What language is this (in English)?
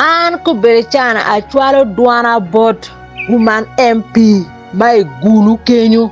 Acoli